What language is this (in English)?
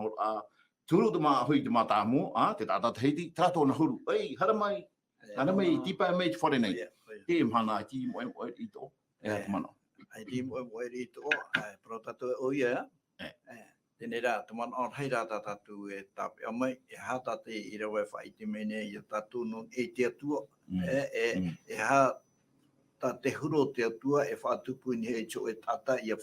Tahitian